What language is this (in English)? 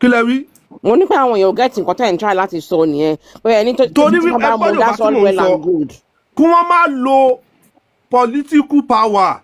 Yoruba